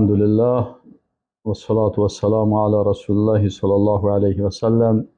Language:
Persian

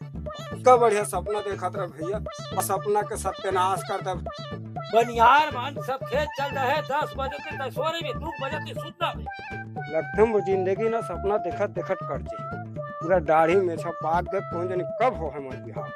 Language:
Chhattisgarhi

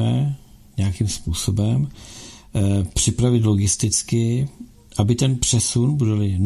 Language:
Czech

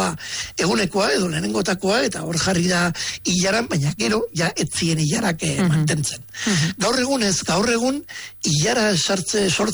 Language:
Basque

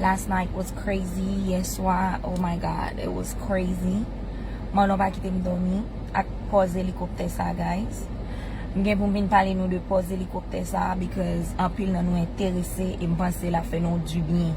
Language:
Haitian Creole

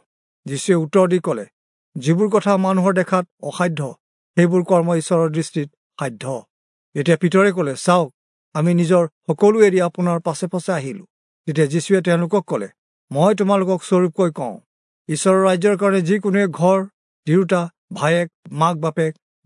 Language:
Assamese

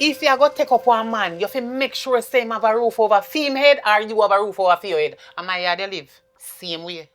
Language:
Jamaican Creole English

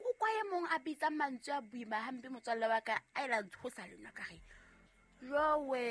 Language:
Southern Sotho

